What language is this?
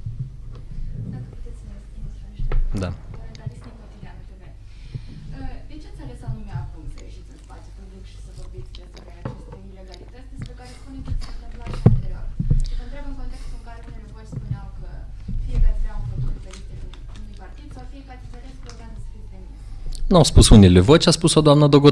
Romanian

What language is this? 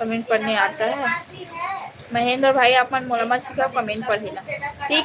Chhattisgarhi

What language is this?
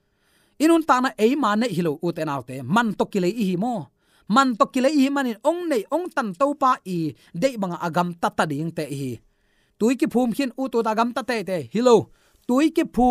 Tedim Chin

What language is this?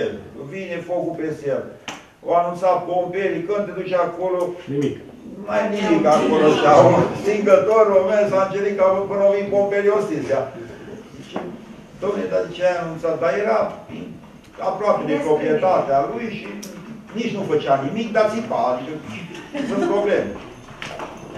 Romanian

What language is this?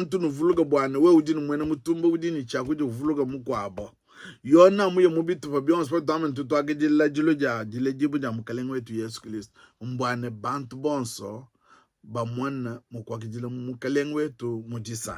Luba-Lulua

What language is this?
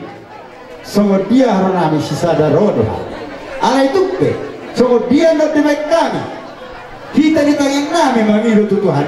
Batak Toba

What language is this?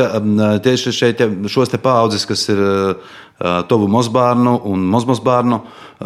Latvian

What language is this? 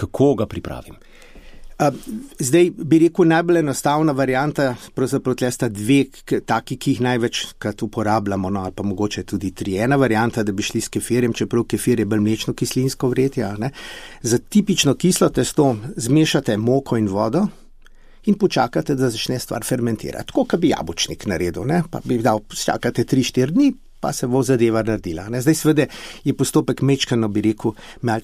Slovenian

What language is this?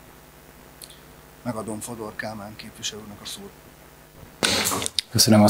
Hungarian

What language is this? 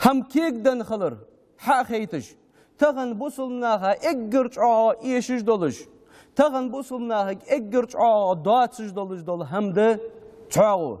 Ingush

